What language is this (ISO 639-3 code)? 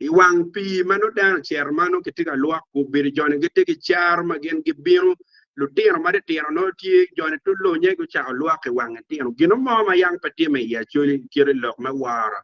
ach